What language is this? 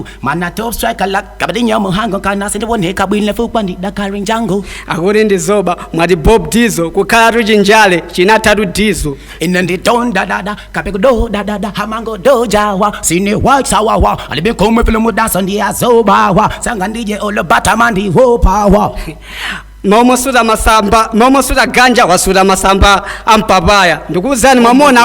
Nyanja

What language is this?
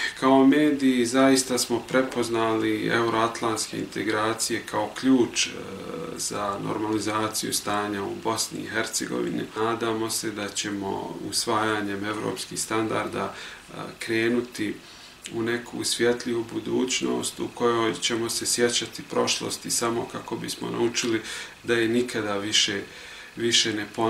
Bosnian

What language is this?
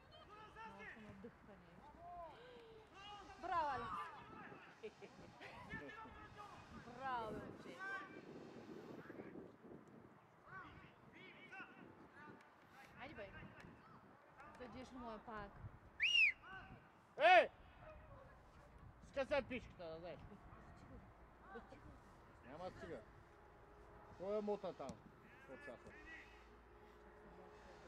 Bulgarian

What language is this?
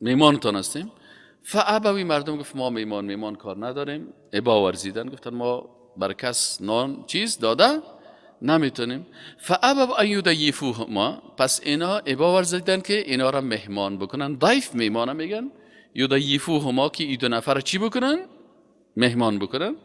Persian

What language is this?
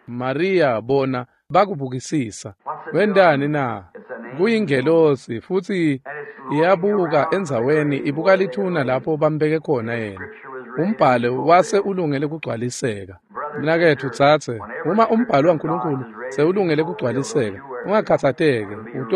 Swati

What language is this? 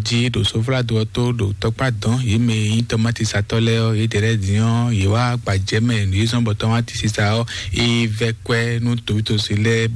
Fon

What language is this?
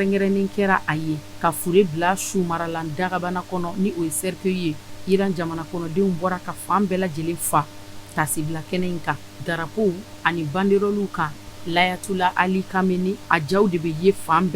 Bambara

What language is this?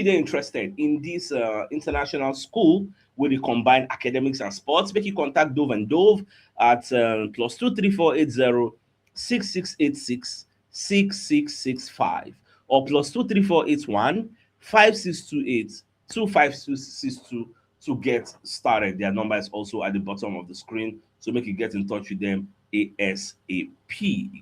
Nigerian Pidgin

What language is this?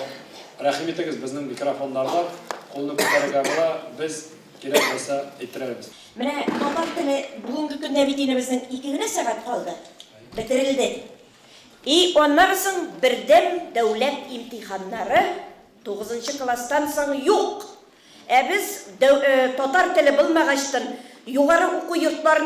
Tatar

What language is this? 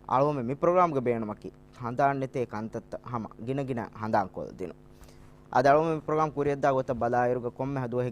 Divehi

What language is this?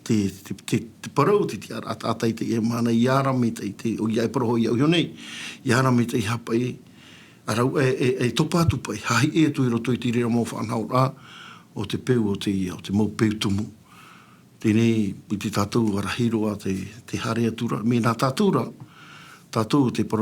Tahitian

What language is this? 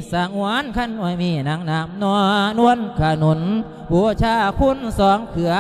Lao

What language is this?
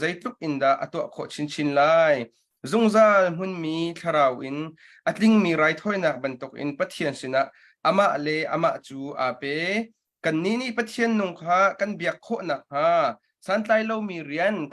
Hakha Chin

